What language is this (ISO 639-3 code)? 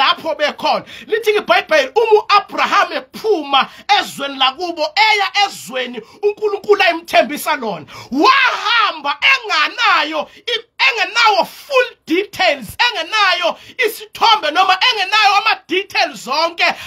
zul